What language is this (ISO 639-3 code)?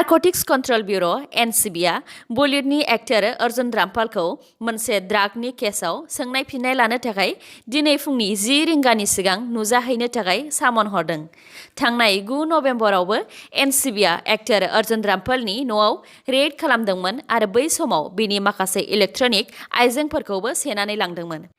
brx